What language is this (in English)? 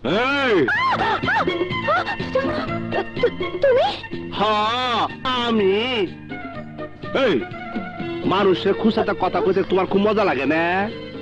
Bangla